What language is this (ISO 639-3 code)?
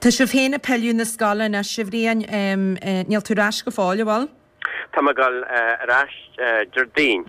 gle